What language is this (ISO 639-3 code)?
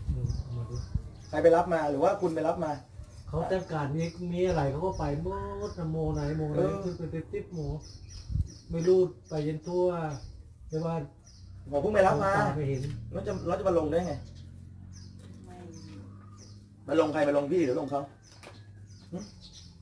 tha